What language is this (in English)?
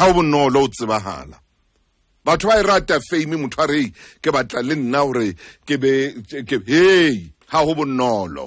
Southern Sotho